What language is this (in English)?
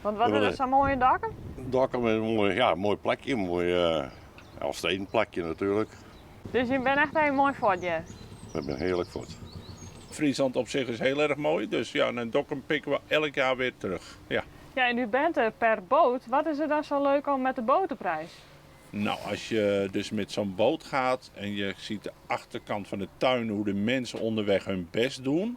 Western Frisian